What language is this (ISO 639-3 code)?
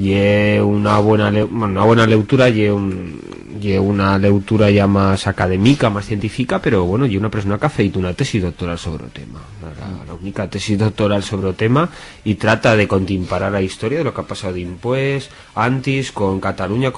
arg